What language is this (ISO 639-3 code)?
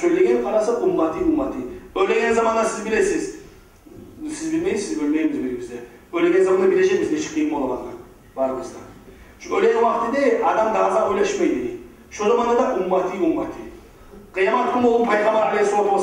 kum